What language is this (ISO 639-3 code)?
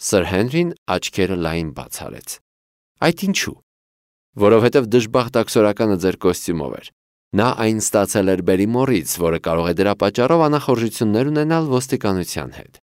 hye